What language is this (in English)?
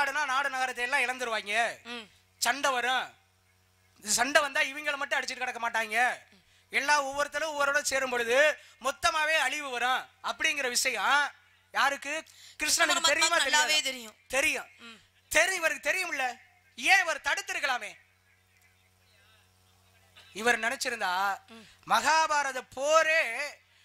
Tamil